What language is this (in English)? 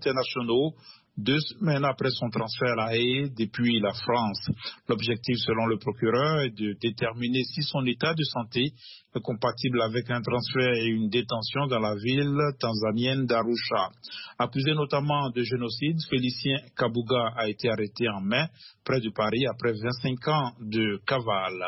French